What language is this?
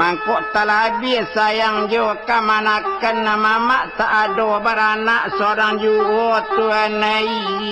Minangkabau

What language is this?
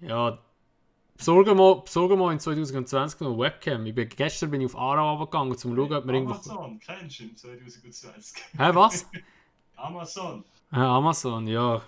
Swiss German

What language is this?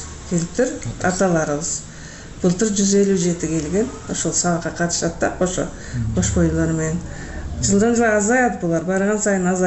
Kyrgyz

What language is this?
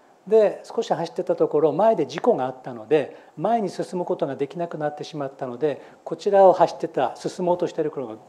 Japanese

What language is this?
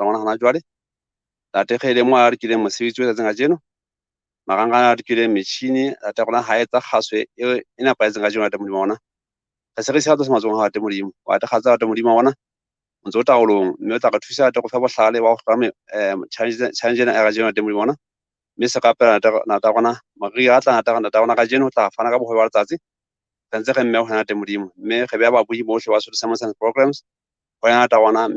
Southern Sotho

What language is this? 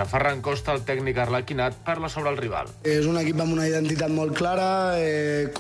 Catalan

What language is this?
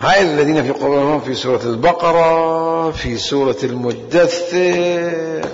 Mesopotamian Arabic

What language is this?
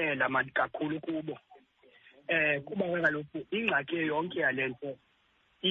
Xhosa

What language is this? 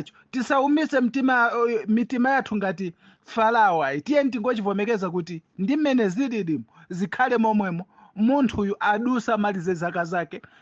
Nyanja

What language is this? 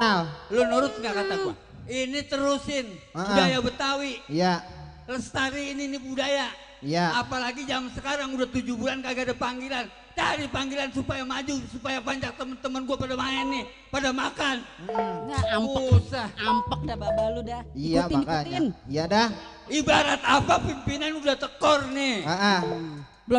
Betawi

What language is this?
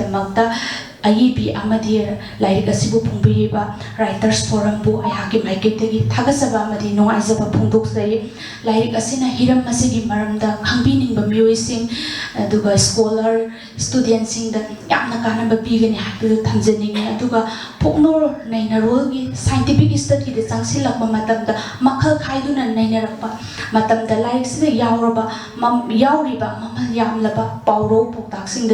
Manipuri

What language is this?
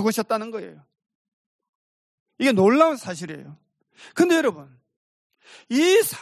Korean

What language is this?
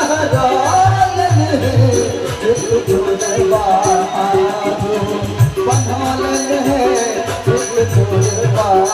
Maithili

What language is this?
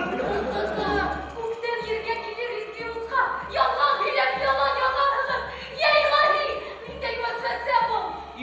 Bashkir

